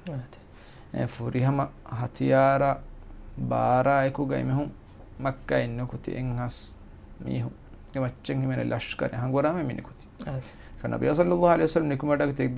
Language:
Divehi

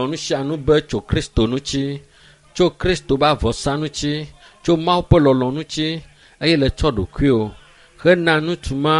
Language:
Ewe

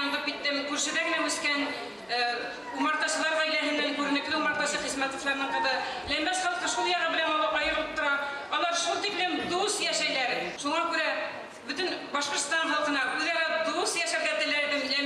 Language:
Bashkir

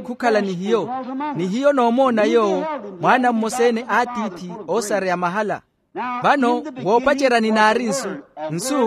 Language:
Makhuwa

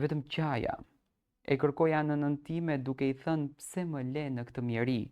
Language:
Albanian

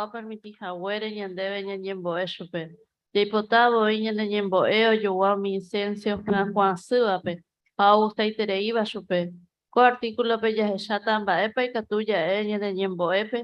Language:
Guarani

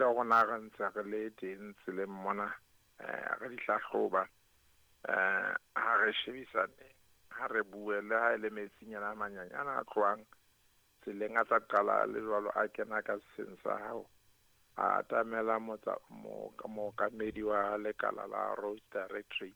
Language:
Southern Sotho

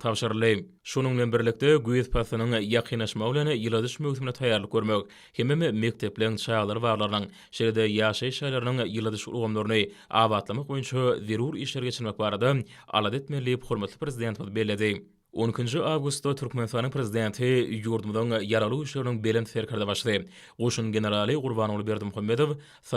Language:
Turkmen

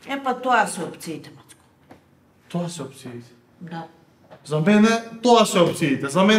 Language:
Macedonian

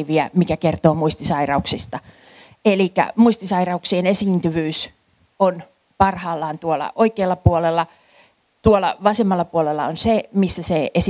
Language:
Finnish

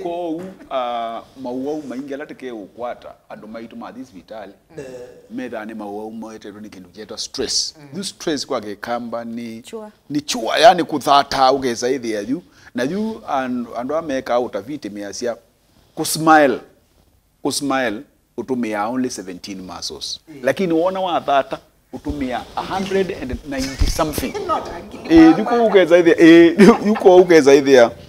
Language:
Kamba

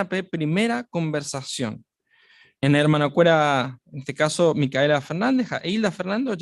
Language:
Guarani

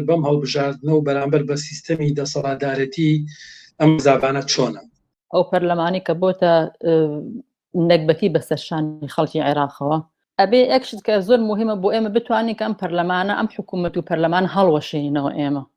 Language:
Central Kurdish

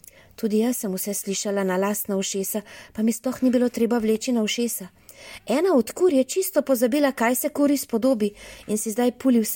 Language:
Slovenian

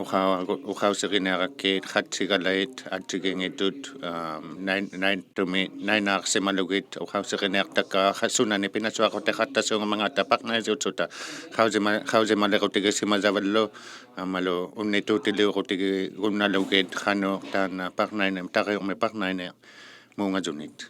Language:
Inuktitut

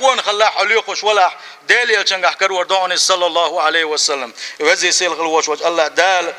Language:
Chechen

